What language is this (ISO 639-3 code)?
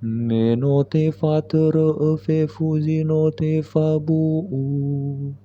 nia